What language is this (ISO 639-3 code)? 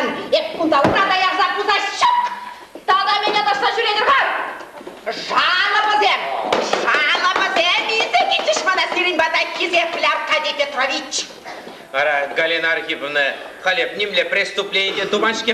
chv